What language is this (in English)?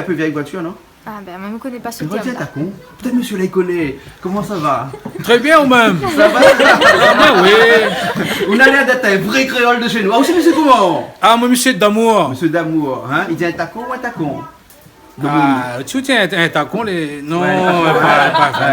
Réunion Creole French